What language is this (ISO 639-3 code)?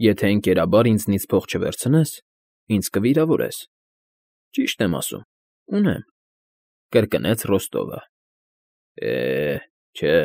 hye